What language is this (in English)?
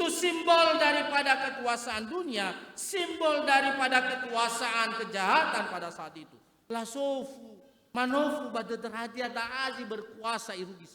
Nias